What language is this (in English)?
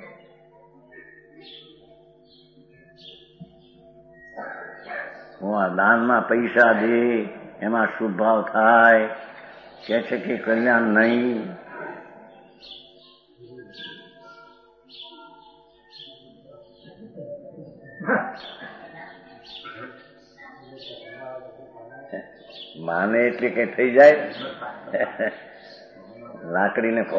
Gujarati